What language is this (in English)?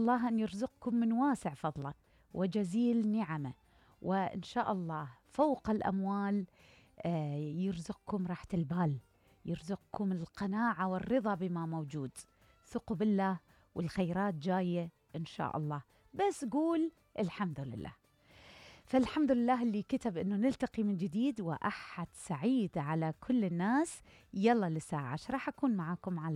Mesopotamian Arabic